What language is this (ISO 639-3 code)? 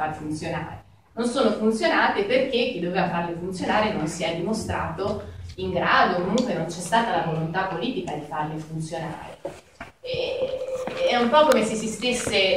ita